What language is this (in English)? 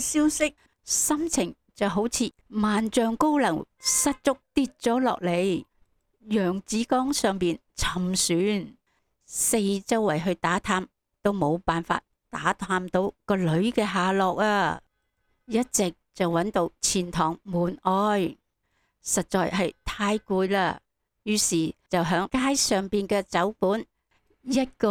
Cantonese